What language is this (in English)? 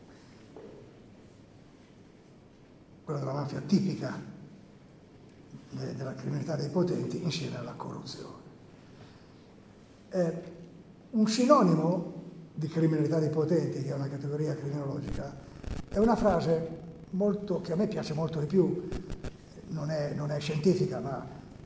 Italian